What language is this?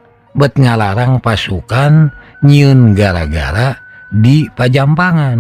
Sundanese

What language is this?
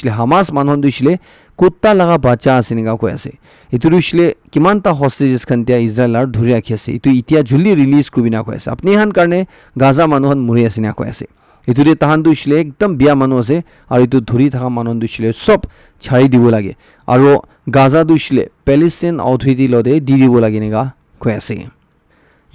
Naga Pidgin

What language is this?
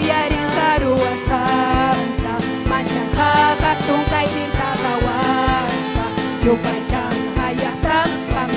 Ayacucho Quechua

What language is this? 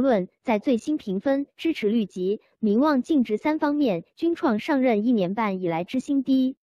Chinese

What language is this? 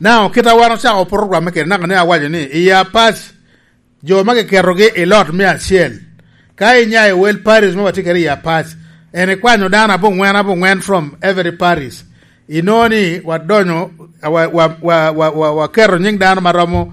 Lango (Uganda)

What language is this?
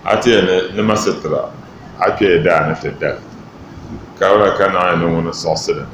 Dagbani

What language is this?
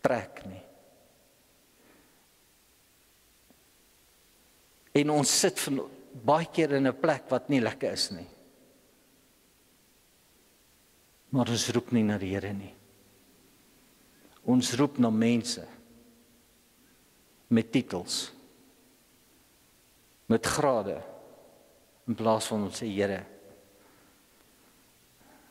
Afrikaans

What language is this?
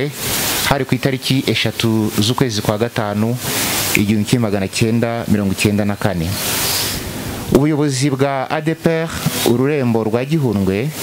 Kinyarwanda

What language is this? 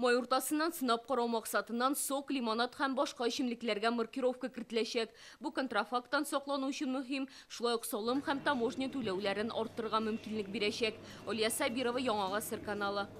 Tatar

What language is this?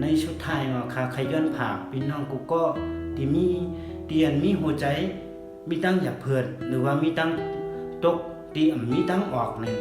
Shan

